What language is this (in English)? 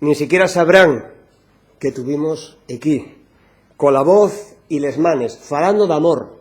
Asturian